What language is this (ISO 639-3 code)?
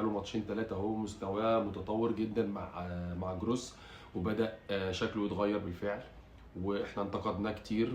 arz